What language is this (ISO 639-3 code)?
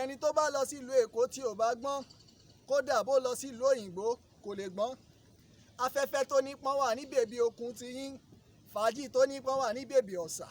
yor